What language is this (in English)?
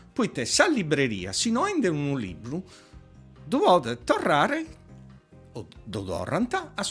Sardinian